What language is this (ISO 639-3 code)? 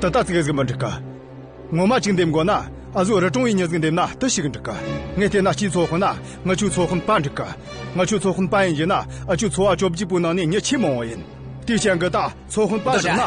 bod